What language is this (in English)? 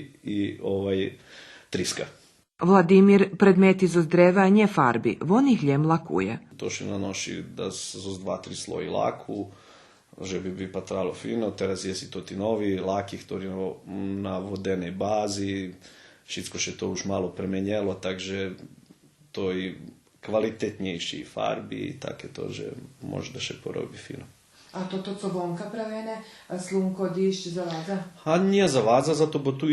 Rusyn